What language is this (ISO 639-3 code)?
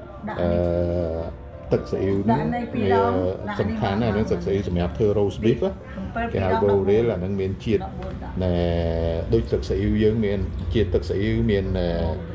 khm